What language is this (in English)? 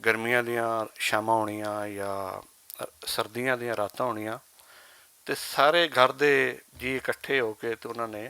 Western Panjabi